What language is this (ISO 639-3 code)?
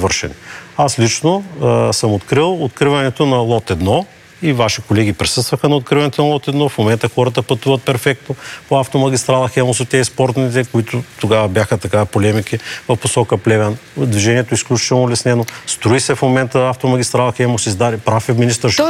bul